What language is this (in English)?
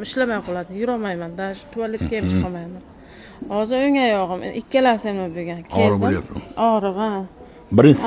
Uzbek